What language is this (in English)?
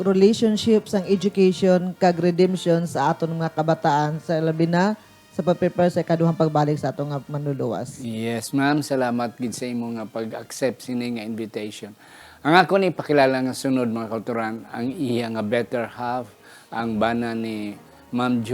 Hiligaynon